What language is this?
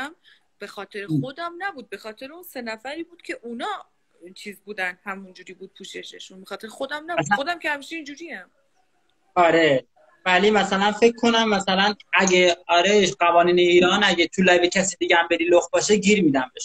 Persian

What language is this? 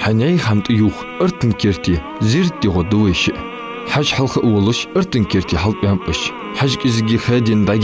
Ingush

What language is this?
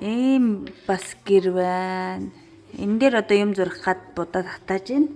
Mongolian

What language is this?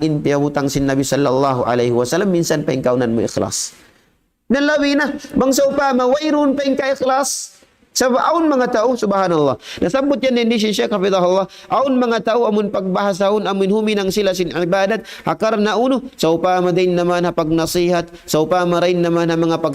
Tausug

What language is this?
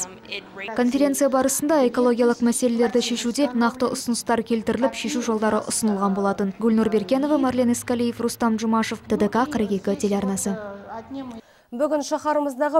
Kazakh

